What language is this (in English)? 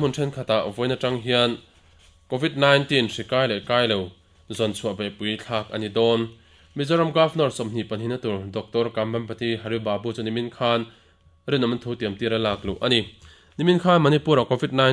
Mizo